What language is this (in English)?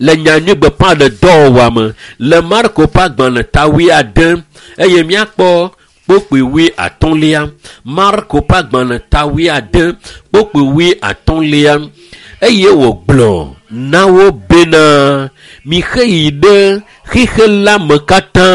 Ewe